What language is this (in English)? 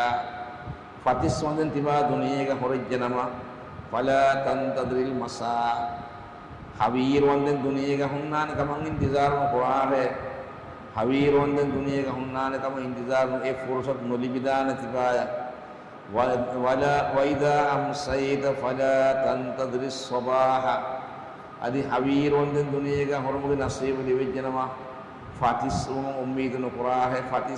Divehi